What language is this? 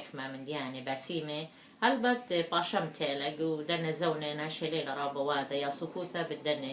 Assyrian Neo-Aramaic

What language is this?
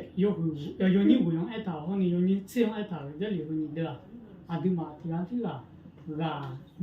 Akha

